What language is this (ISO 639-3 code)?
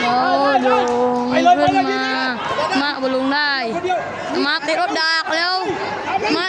lao